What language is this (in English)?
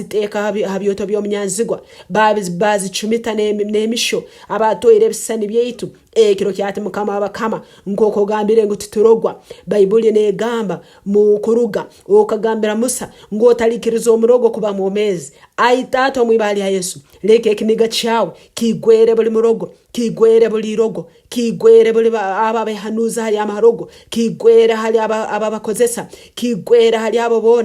Nyankole